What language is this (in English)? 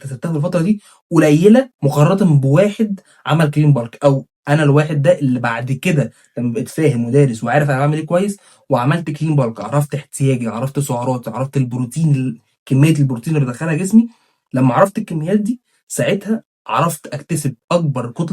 Egyptian Arabic